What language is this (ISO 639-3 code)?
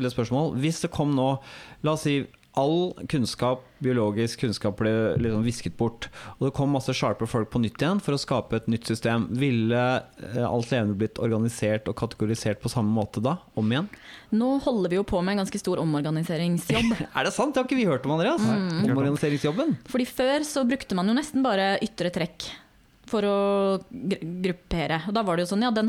nor